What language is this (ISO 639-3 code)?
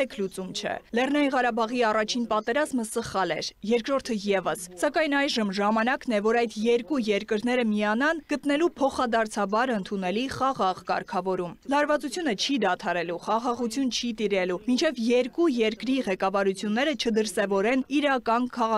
hye